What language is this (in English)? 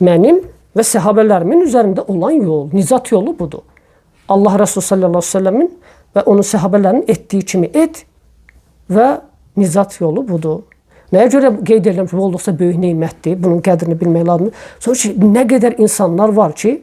Azerbaijani